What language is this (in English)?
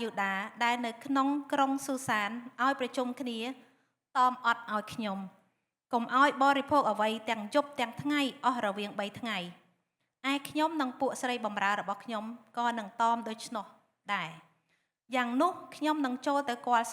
Khmer